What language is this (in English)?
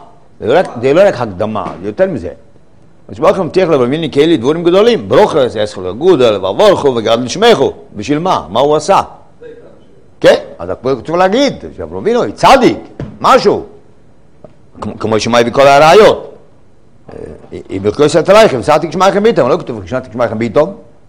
Hebrew